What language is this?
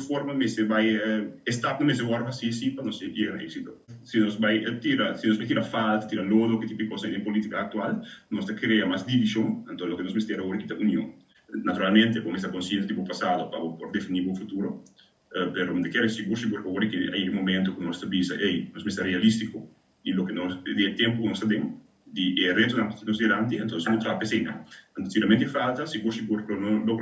Papiamento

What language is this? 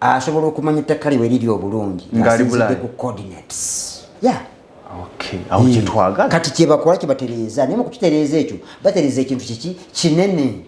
Ganda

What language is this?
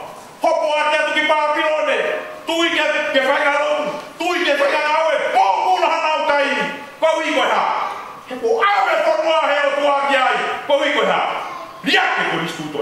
Tongan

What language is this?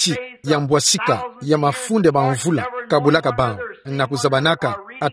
Kituba (Democratic Republic of Congo)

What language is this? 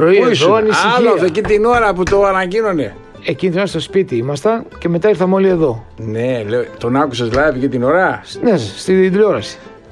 Greek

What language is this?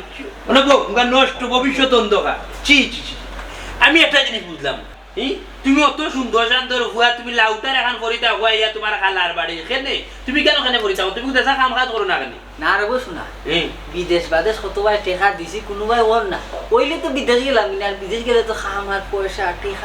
Sylheti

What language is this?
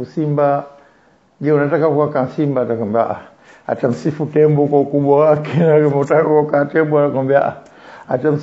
Swahili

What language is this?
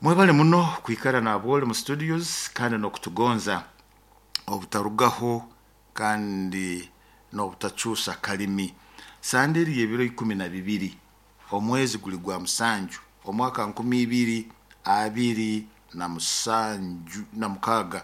Nyoro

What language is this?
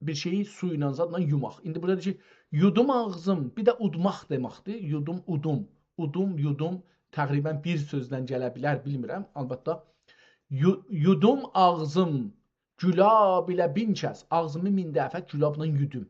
South Azerbaijani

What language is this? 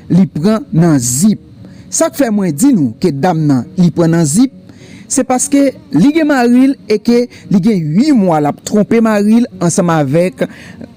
Haitian Creole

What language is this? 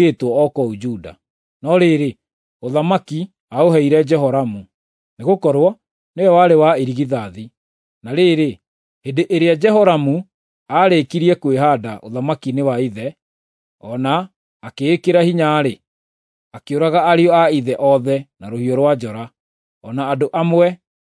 Kikuyu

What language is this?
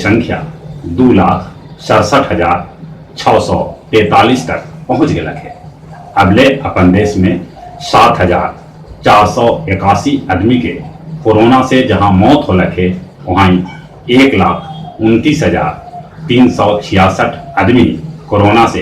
Magahi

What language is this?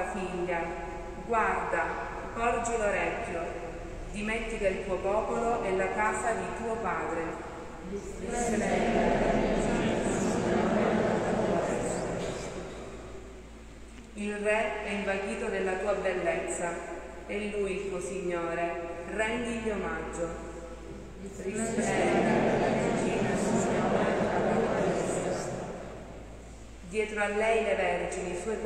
Italian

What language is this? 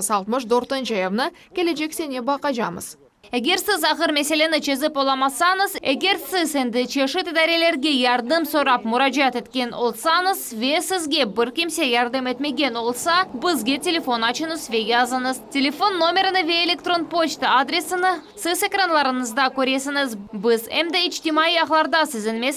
Crimean Tatar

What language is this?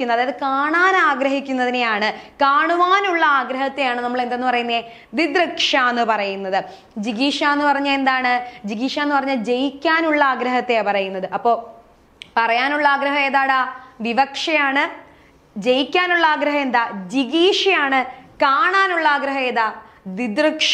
Malayalam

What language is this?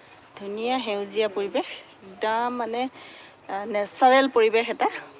Assamese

